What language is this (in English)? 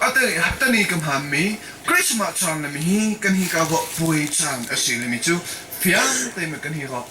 Hakha Chin